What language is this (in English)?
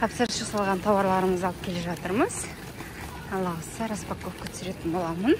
Kazakh